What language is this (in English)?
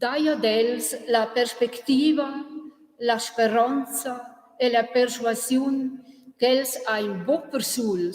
Romansh